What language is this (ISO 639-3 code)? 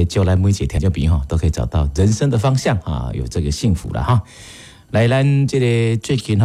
nan